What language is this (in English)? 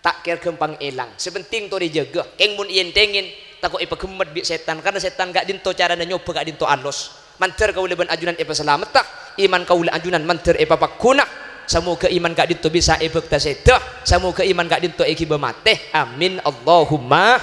Madurese